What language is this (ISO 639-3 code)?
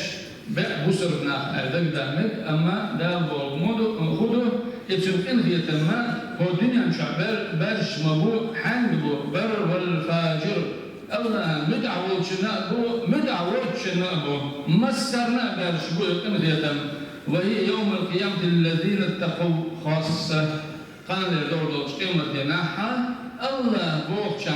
che